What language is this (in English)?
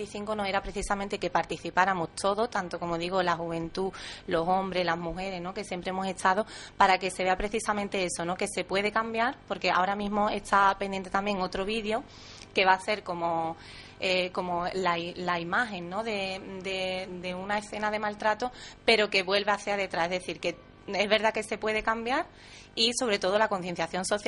Spanish